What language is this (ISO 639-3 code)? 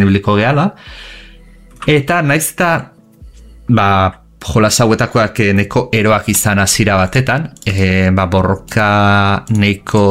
eus